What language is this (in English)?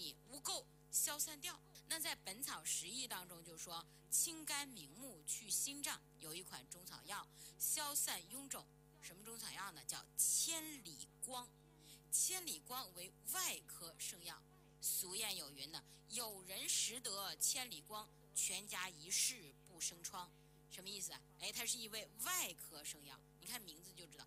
Chinese